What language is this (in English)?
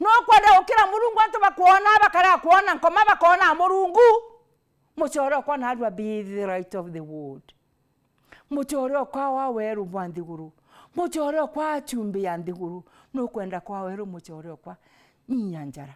Meru